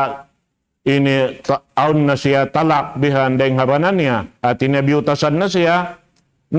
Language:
Tausug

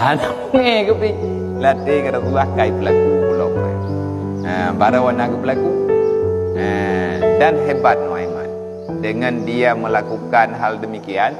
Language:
Achinese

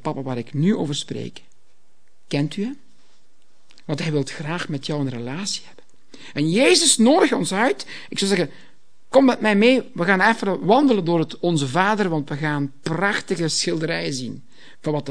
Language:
Dutch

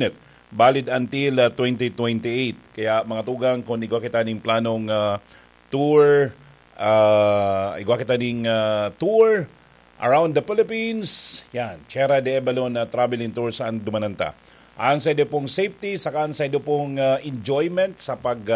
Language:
Bikol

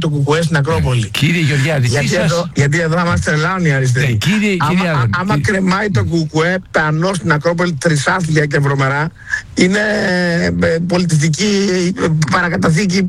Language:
Greek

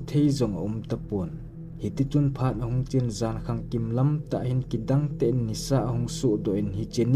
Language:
Thado Chin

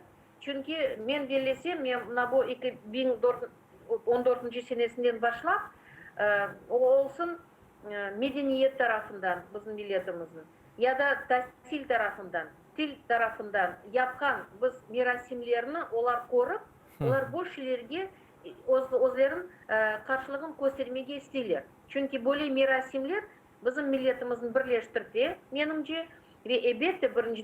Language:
Crimean Tatar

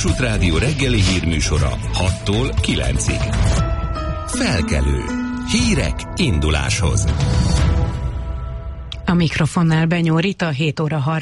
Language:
Hungarian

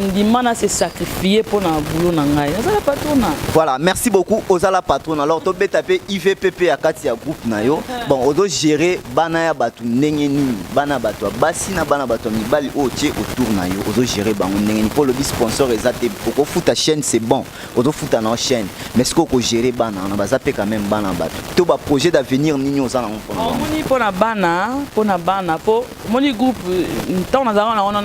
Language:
Lingala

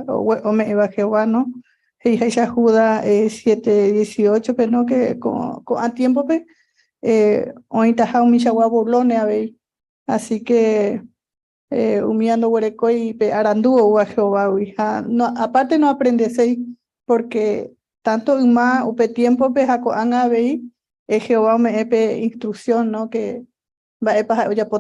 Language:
Guarani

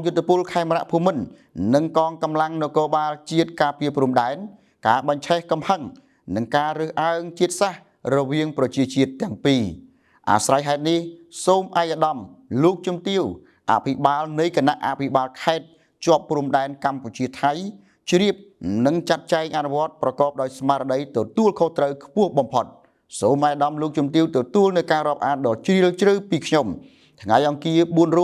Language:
Khmer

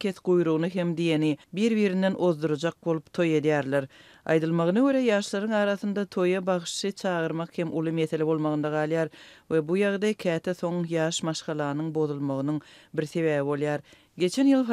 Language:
Turkmen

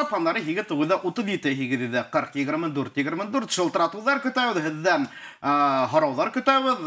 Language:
Bashkir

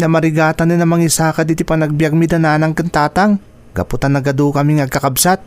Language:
Iloko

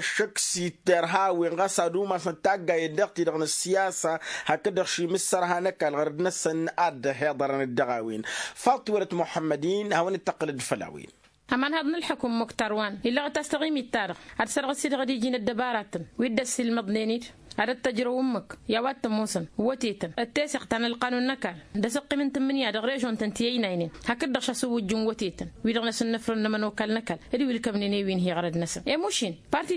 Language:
Tamasheq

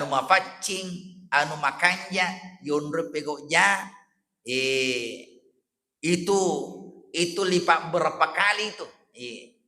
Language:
Buginese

